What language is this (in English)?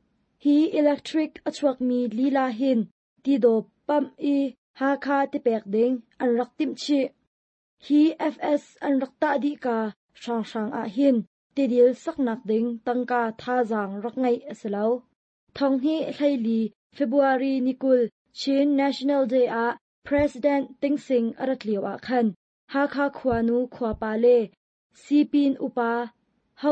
Hakha Chin